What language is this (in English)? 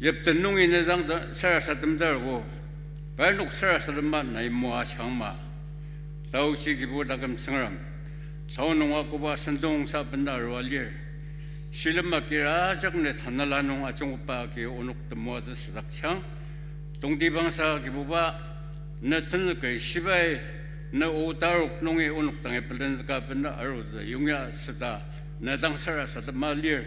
Ao Naga